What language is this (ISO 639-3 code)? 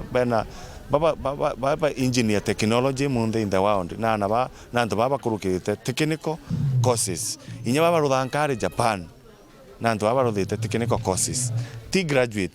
mer